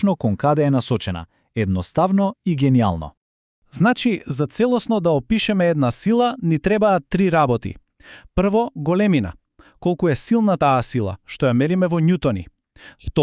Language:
Macedonian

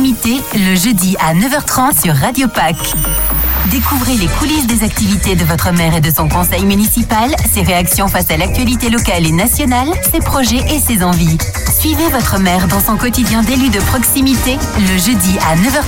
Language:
French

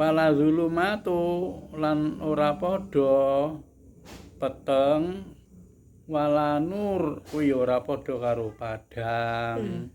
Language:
Javanese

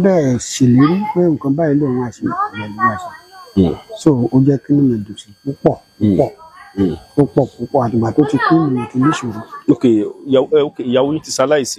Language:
Yoruba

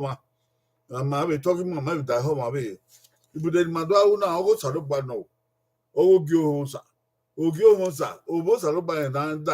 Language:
Bini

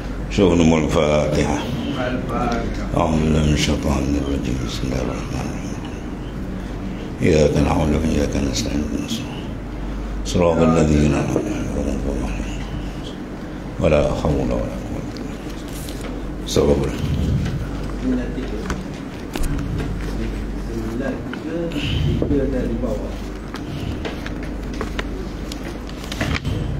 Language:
Malay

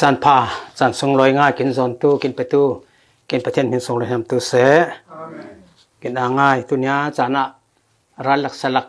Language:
Falam Chin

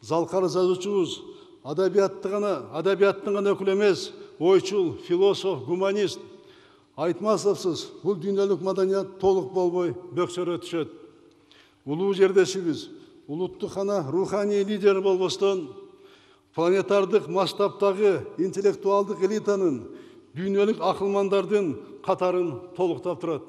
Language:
Kyrgyz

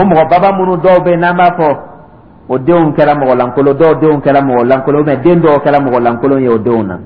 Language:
Dyula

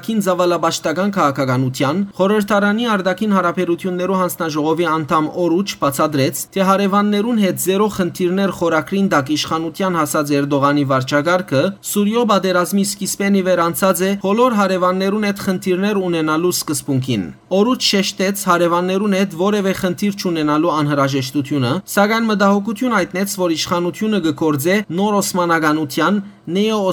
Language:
Western Armenian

